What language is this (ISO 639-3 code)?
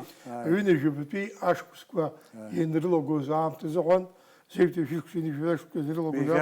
abk